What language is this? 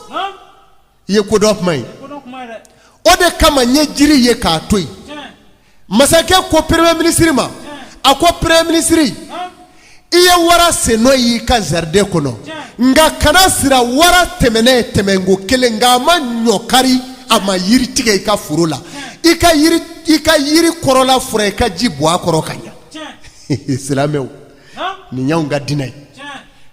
Bambara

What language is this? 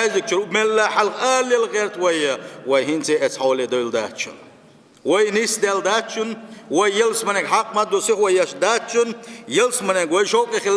Chechen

